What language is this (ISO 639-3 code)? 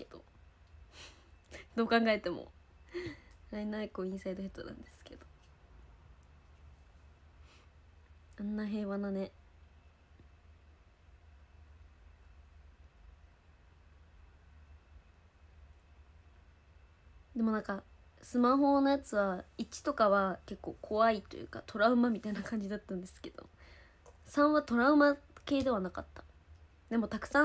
jpn